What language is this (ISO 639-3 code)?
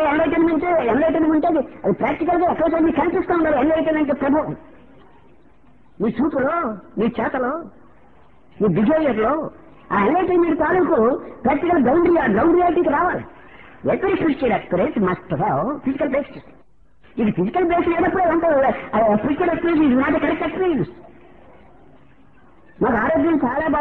tel